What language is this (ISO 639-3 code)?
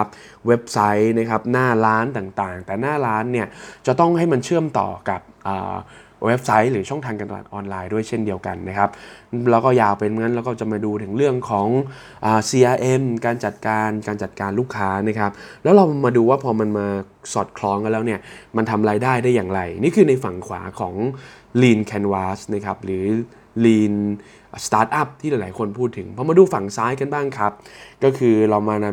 tha